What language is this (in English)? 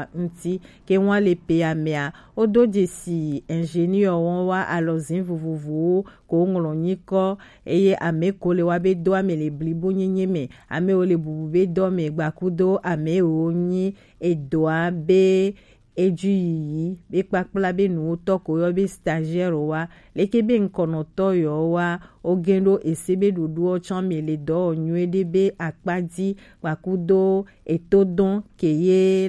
Gen